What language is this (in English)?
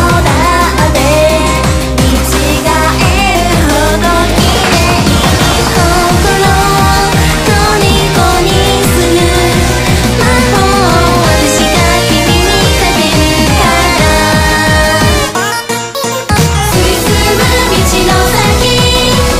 Japanese